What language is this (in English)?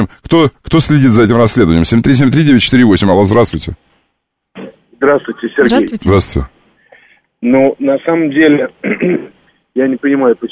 Russian